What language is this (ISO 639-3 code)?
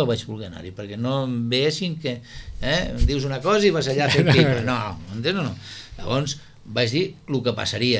cat